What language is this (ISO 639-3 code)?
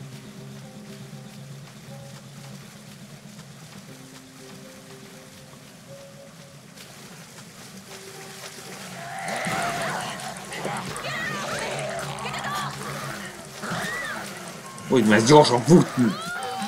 hun